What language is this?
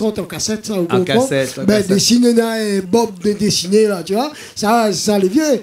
Réunion Creole French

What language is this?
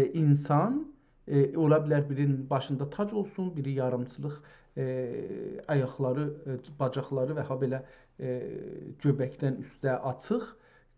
South Azerbaijani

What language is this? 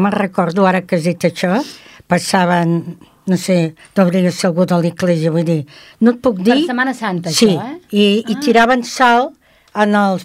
Catalan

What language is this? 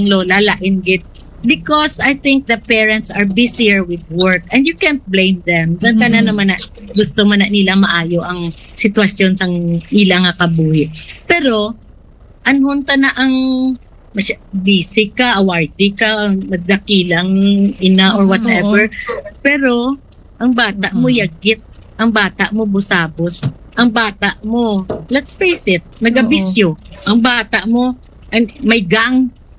Hiligaynon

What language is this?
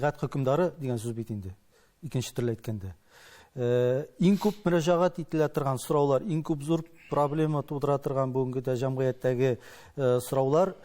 Tatar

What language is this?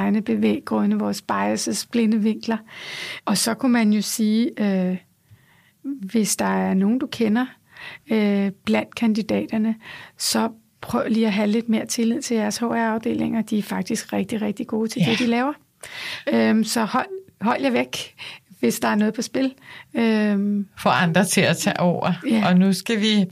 Danish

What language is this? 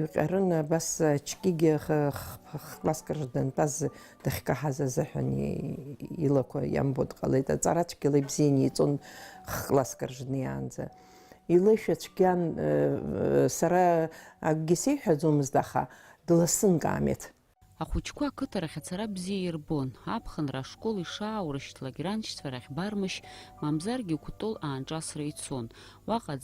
Abkhazian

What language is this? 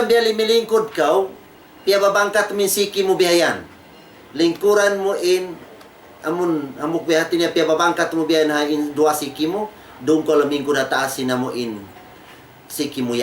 Tausug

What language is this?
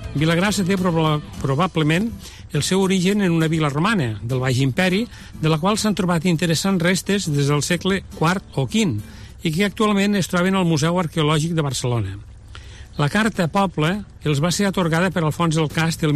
Catalan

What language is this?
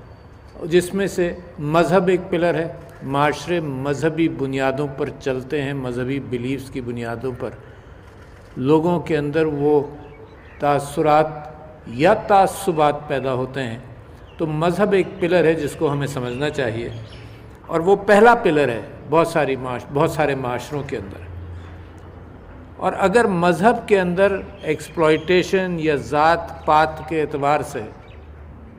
Urdu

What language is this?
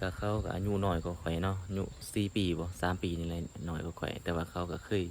Lao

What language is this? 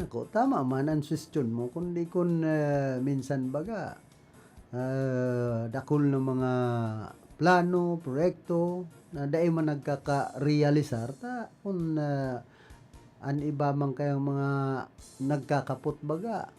Bikol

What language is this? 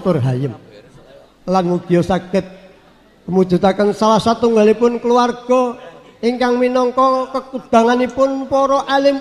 Javanese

